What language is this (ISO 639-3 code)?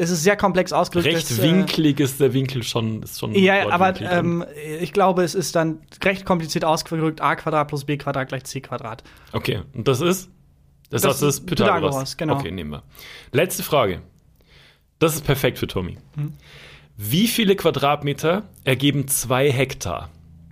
deu